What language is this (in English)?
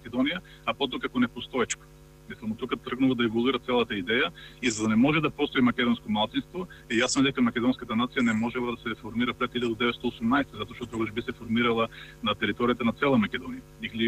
Macedonian